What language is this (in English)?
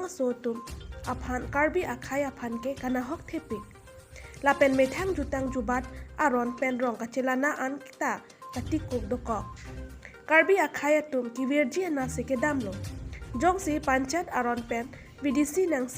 Karbi